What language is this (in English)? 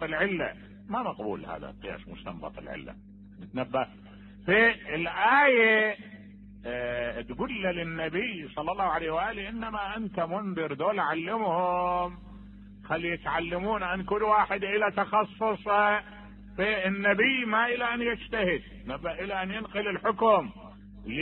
Mesopotamian Arabic